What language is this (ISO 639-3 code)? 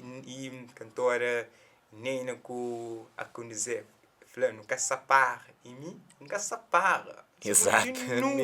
kea